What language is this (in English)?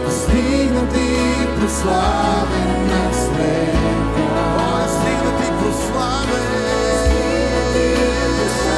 Bulgarian